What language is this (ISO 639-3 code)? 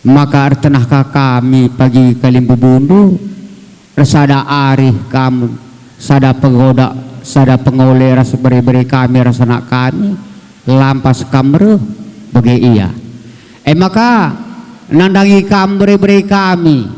btx